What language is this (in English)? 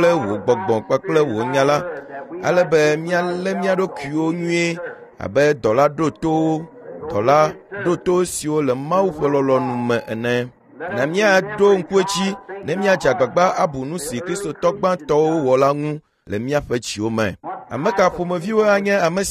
Ewe